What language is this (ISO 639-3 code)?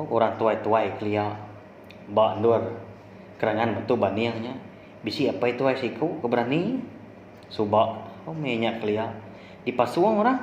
iba